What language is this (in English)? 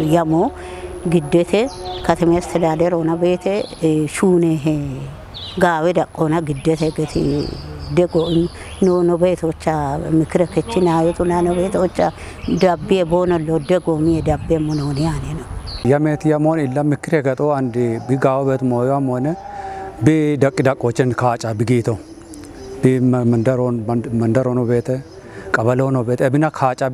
Kafa